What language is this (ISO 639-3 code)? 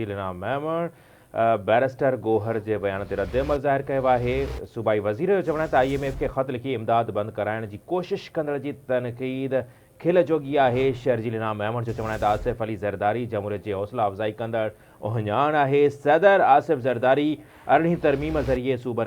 snd